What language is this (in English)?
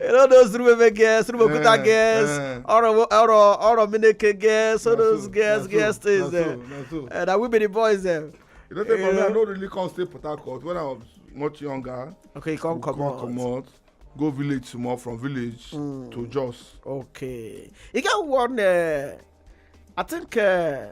Nigerian Pidgin